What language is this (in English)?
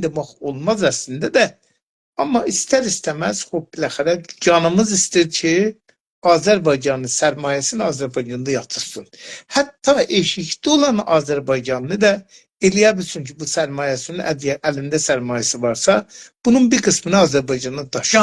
South Azerbaijani